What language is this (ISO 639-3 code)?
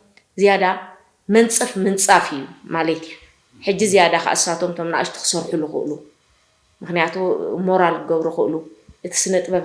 tir